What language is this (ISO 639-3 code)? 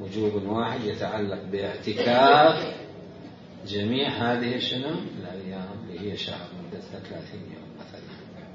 acm